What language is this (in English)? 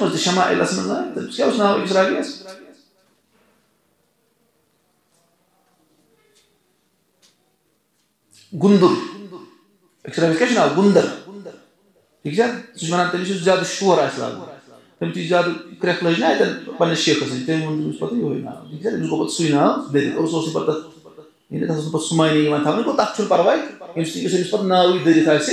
Kashmiri